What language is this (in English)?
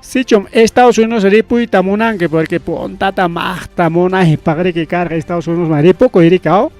Ayacucho Quechua